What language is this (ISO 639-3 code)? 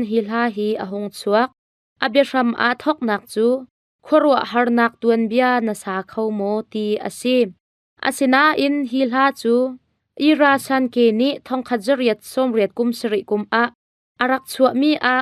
cnh